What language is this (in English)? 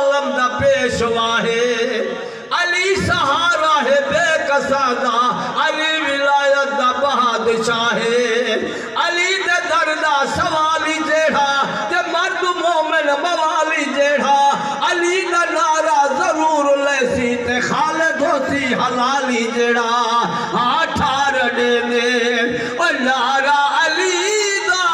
Saraiki